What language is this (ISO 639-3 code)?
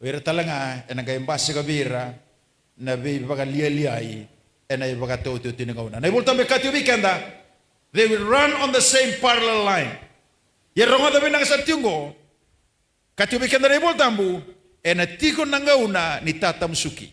fij